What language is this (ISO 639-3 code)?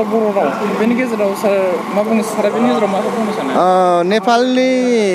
brx